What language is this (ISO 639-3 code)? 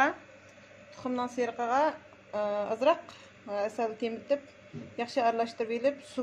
uig